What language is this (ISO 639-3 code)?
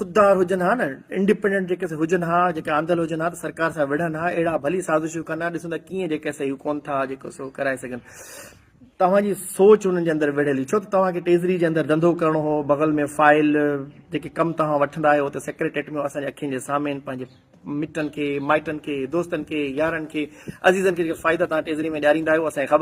snd